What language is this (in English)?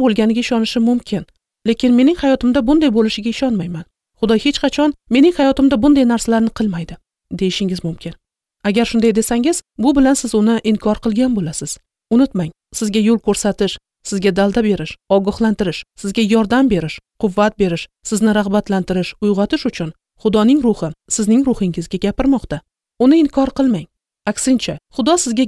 Uzbek